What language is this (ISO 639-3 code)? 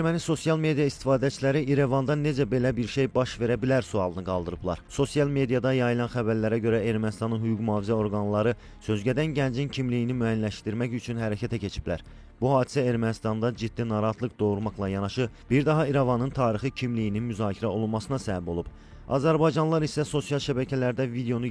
aze